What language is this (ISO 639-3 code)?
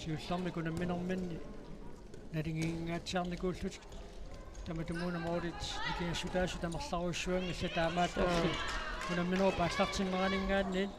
kal